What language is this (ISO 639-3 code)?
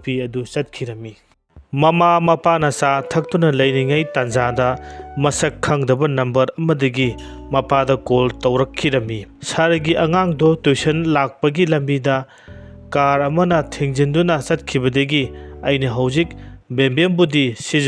mni